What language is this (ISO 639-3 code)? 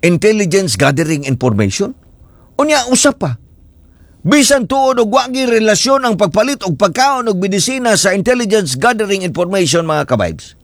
ceb